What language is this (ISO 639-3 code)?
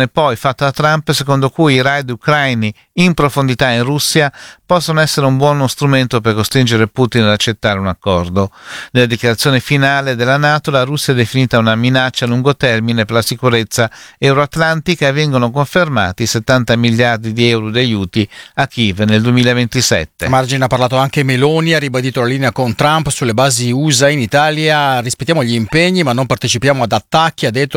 ita